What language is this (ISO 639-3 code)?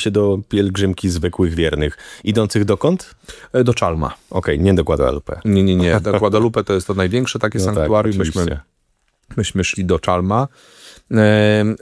pol